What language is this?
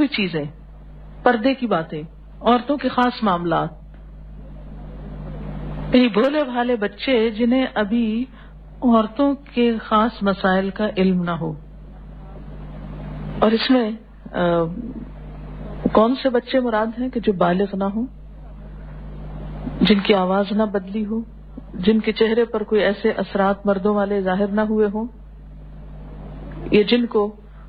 Urdu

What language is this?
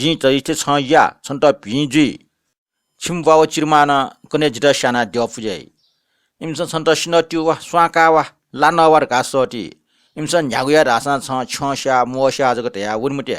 Newari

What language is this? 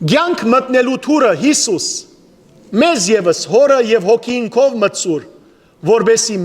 Western Armenian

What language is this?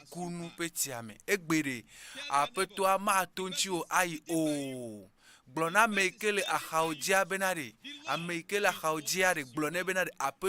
Ewe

